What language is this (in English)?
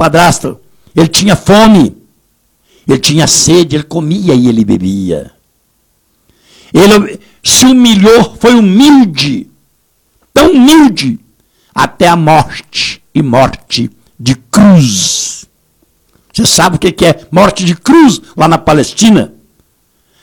Portuguese